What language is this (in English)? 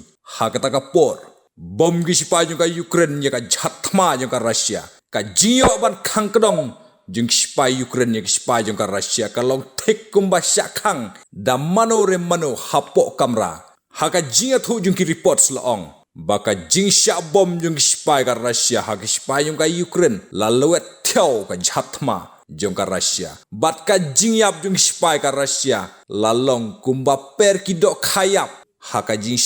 Khasi